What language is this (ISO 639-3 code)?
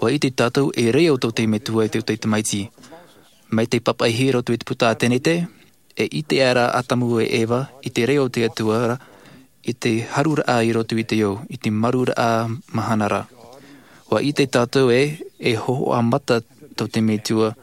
tah